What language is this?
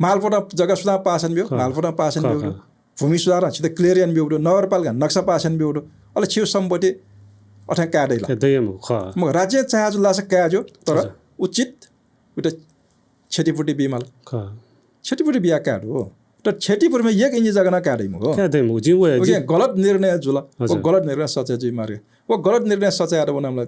Newari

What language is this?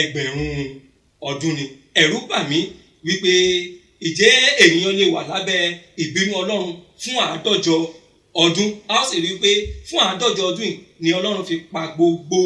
Yoruba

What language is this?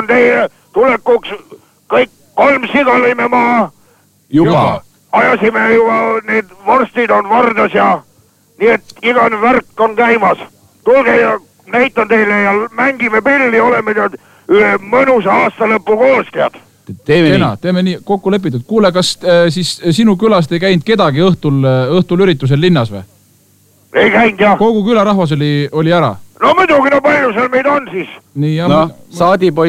Estonian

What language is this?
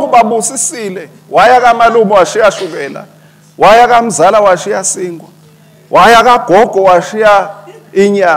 Swati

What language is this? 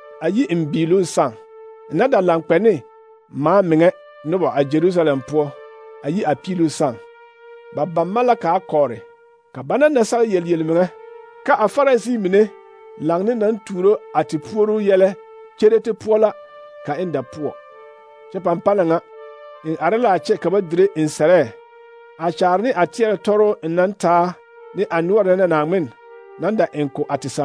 Southern Dagaare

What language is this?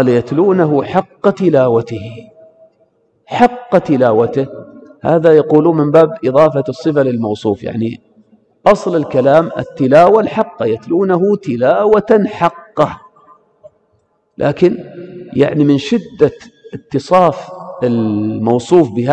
Arabic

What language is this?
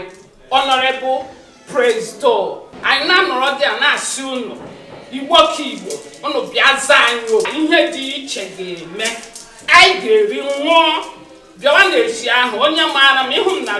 Igbo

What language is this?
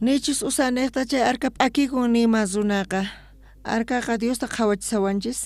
South Bolivian Quechua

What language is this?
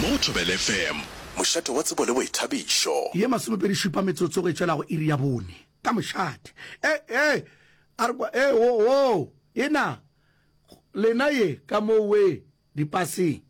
Northern Sotho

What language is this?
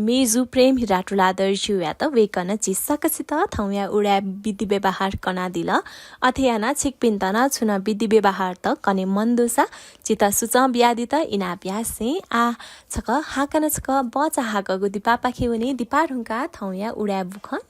Newari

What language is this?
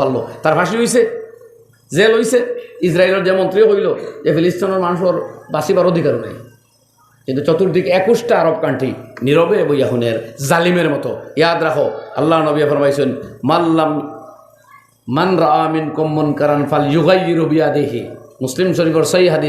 Sylheti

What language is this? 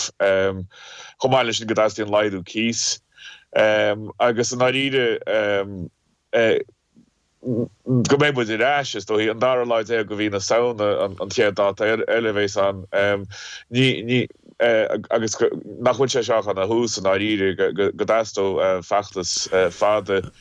Irish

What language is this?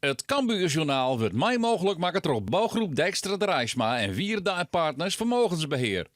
Western Frisian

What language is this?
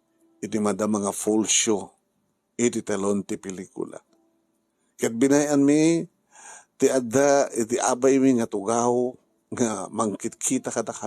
Iloko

